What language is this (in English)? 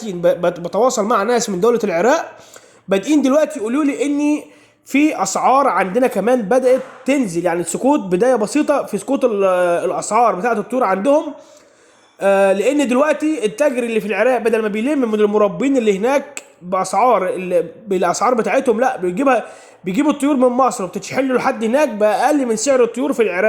Egyptian Arabic